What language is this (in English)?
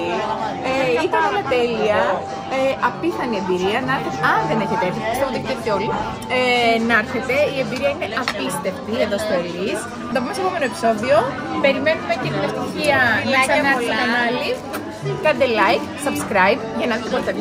Greek